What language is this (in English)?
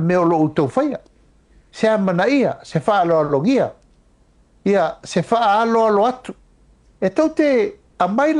Samoan